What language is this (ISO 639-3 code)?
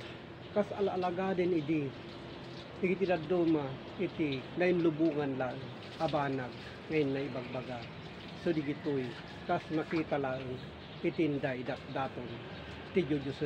ilo